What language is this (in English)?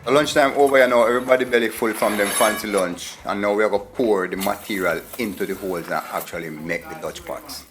Jamaican Creole English